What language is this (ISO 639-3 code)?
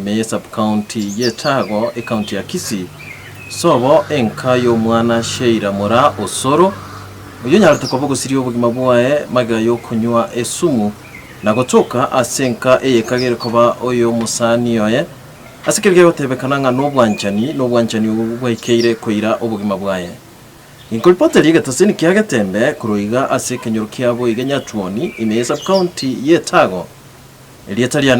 guz